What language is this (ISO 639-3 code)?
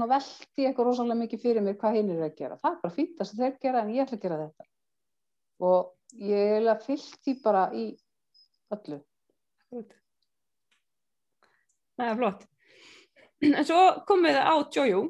isl